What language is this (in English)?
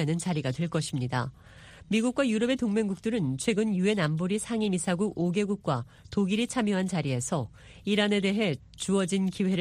Korean